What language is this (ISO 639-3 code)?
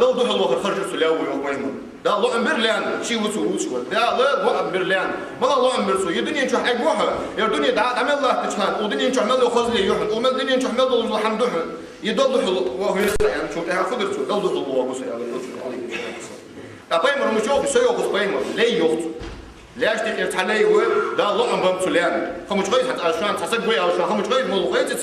inh